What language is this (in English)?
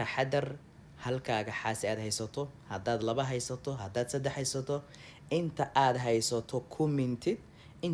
Somali